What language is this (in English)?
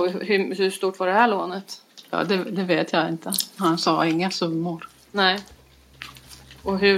Swedish